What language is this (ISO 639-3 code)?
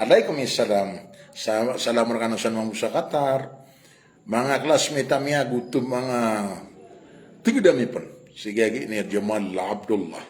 mrw